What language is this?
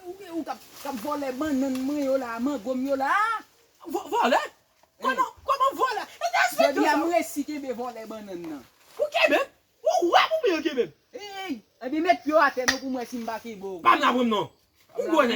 Haitian Creole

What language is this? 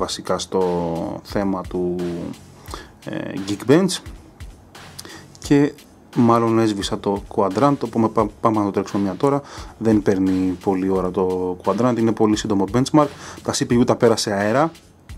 Greek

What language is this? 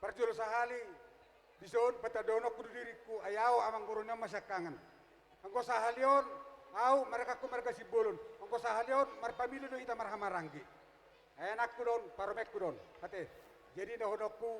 Batak Toba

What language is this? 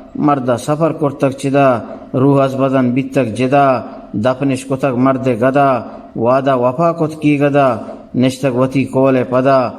Eastern Balochi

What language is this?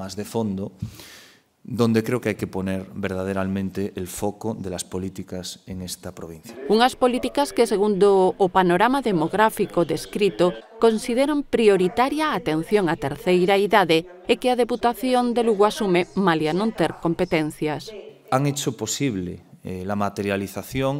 Galician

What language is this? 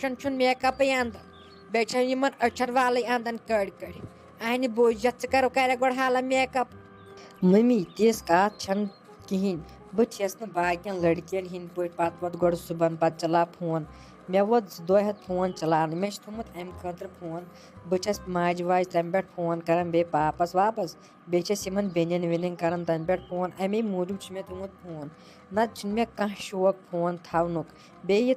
Kashmiri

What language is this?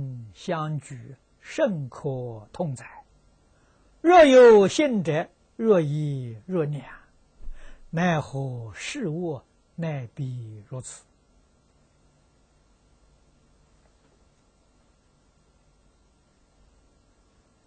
Chinese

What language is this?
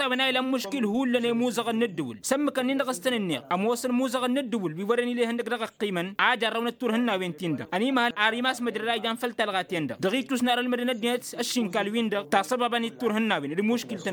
Tamasheq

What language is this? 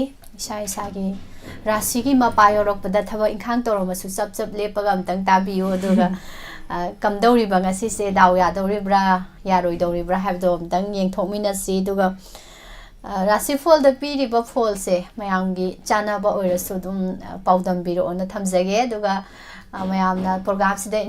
Manipuri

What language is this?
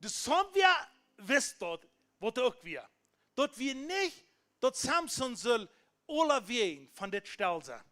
Plautdietsch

